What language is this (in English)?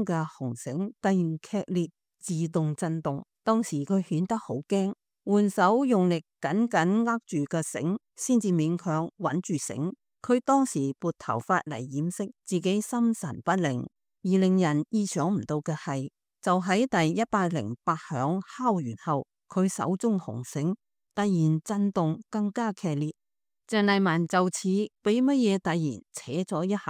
Cantonese